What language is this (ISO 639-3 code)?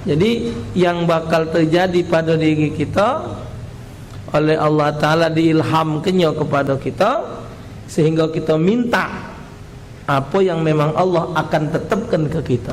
mui